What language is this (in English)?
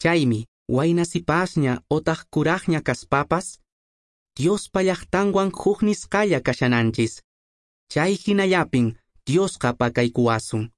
Quechua